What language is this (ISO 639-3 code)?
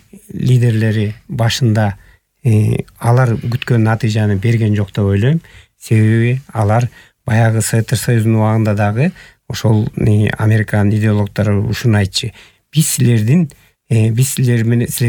kir